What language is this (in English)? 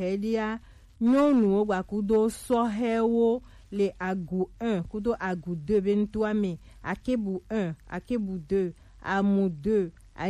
Gen